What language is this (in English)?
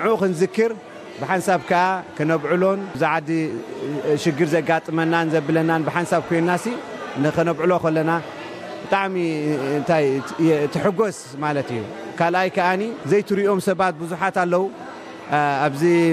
Tigrinya